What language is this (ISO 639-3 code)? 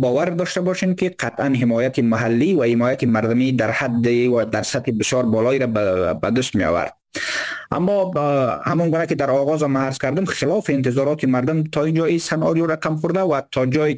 fas